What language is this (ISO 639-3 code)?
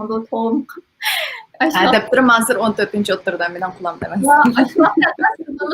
uig